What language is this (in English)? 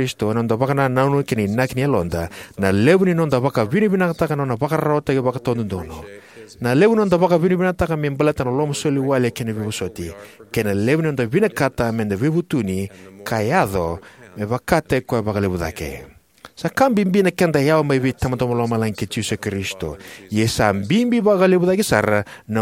Fijian